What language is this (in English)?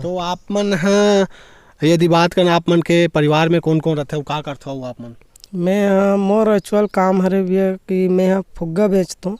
Chhattisgarhi